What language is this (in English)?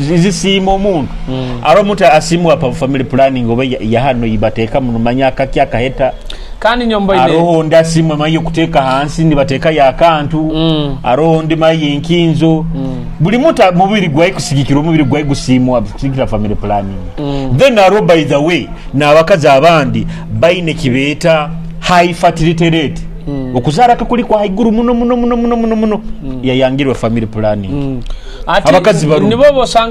Nyoro